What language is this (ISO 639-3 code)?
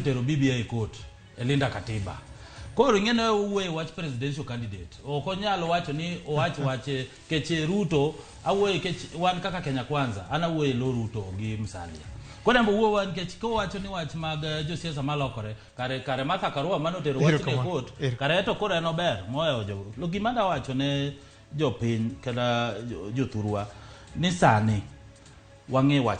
luo